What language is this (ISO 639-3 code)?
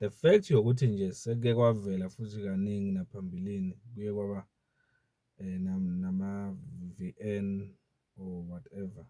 zul